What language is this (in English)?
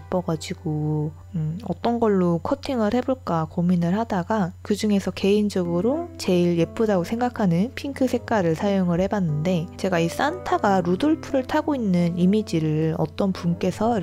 Korean